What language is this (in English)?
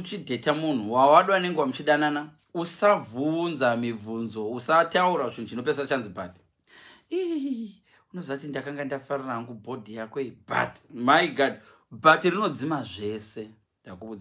Shona